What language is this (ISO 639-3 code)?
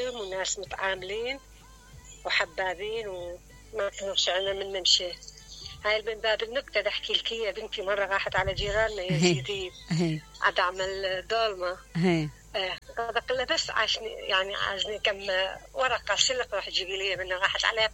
acm